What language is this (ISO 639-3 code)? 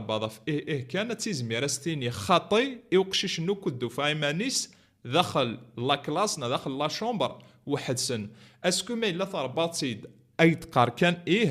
kab